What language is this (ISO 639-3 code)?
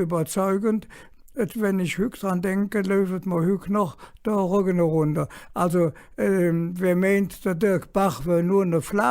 ksh